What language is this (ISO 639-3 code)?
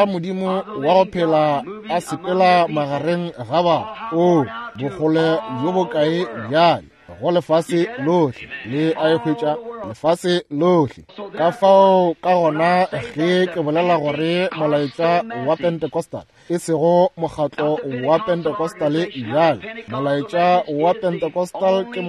nso